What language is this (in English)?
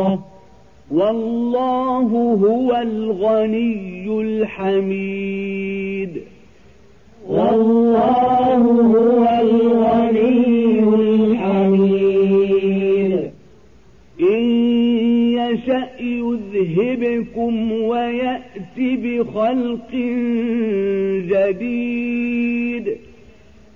Arabic